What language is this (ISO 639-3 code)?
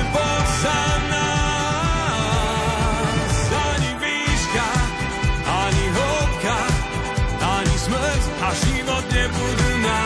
slk